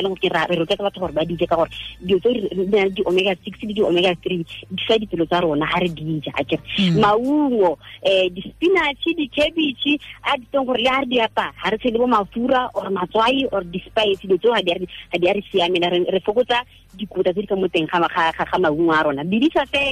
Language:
Tswana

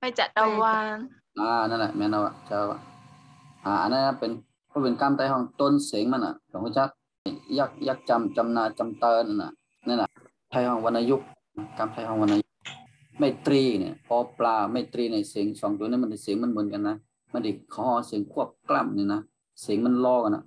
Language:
Shan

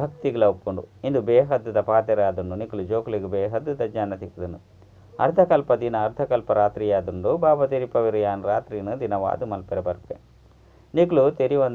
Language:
Tulu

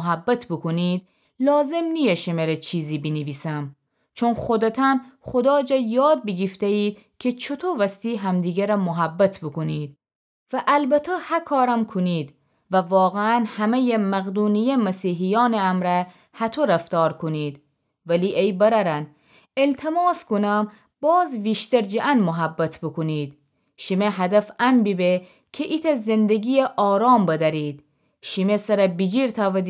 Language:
Gilaki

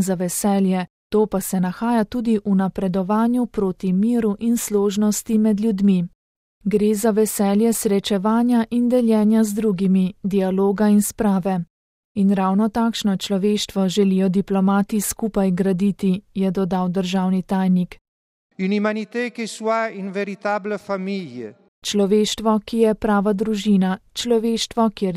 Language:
Slovenian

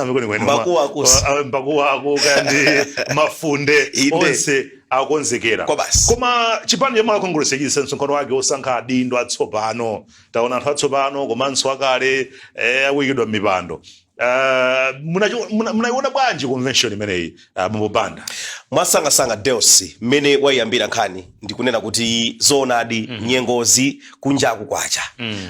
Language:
Nyanja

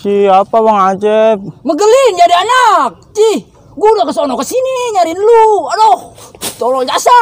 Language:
Betawi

